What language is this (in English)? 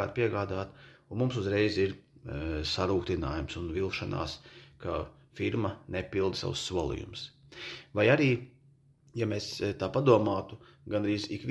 Latvian